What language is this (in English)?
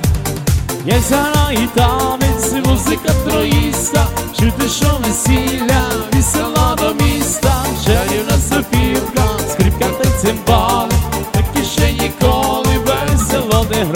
Ukrainian